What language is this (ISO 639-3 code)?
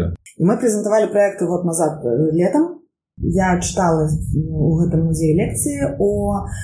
bel